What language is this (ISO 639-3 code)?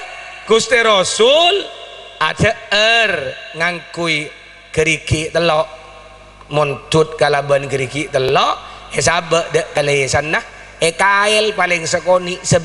mad